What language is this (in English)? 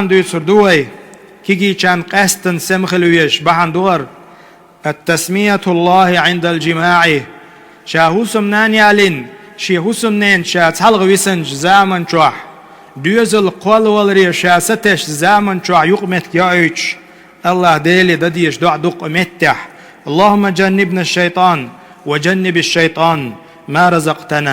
Chechen